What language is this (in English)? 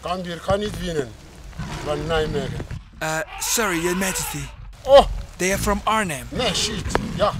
Western Frisian